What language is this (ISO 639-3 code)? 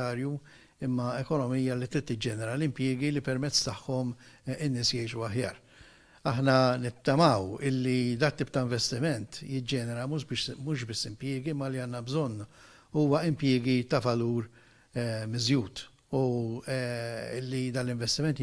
mlt